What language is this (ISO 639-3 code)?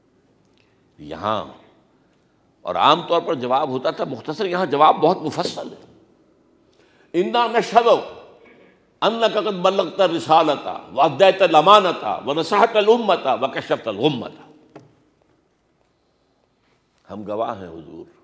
urd